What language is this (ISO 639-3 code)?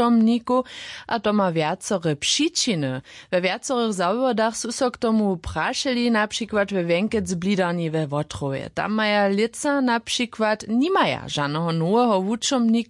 hsb